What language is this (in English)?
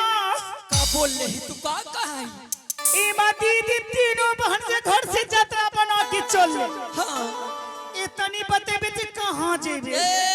Angika